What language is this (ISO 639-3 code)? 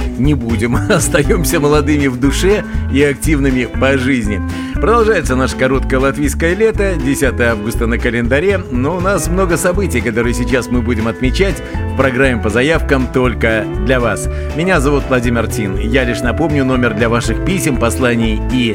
rus